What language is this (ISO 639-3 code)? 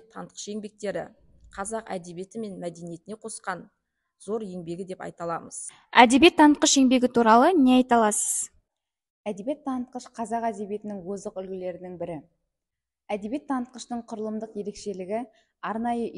kaz